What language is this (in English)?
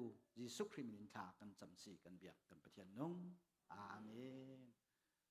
Falam Chin